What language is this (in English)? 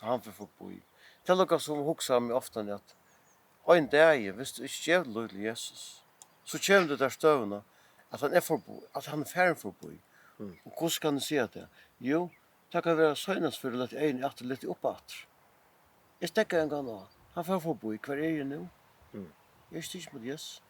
Faroese